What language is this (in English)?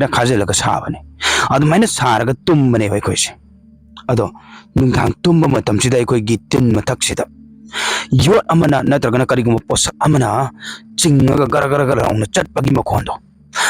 Manipuri